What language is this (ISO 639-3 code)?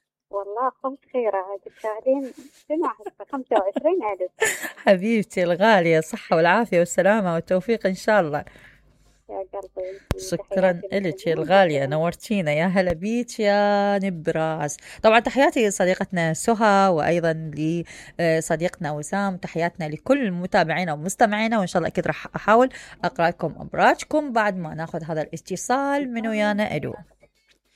acm